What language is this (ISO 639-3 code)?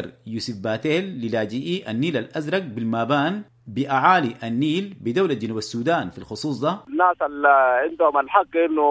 apd